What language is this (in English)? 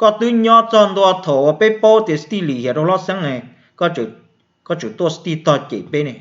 Hmong